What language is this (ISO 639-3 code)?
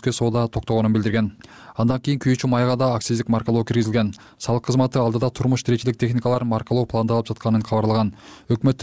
kir